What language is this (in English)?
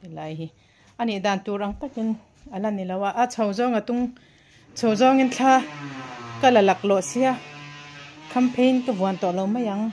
Hmar